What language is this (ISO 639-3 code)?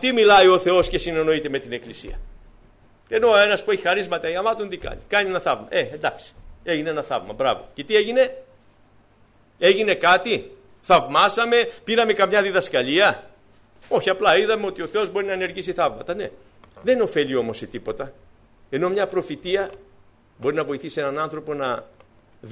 ell